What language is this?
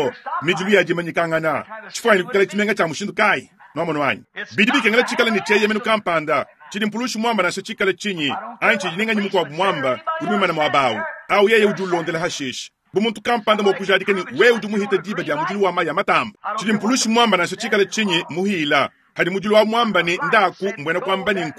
Luba-Lulua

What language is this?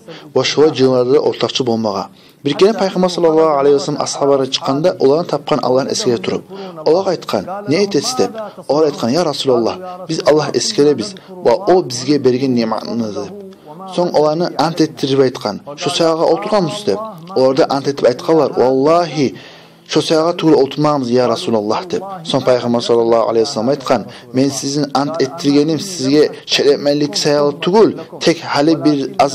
Kumyk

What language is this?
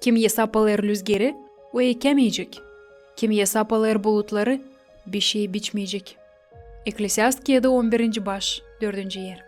Gagauz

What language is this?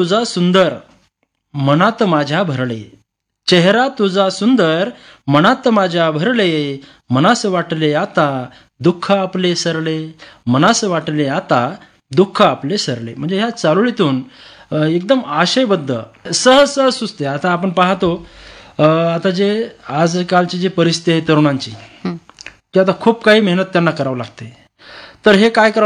Marathi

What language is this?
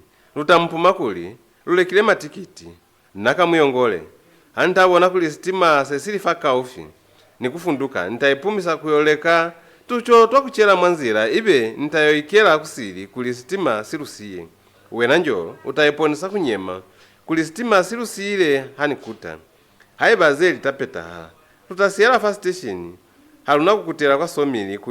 Lozi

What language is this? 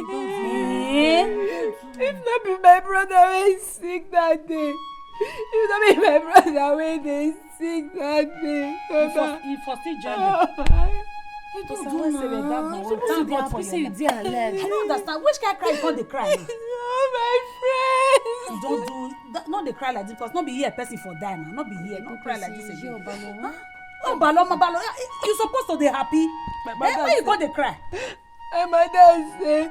Nigerian Pidgin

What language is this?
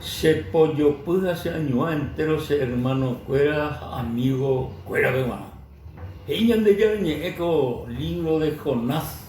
Guarani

